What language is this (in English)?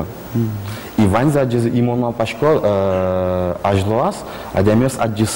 Udmurt